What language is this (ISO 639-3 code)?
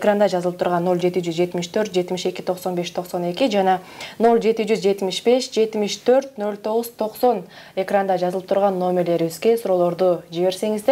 kir